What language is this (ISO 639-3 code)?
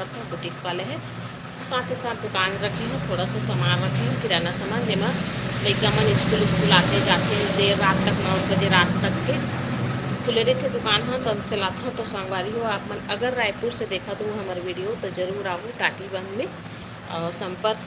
hne